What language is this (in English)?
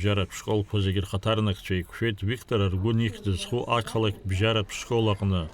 Abkhazian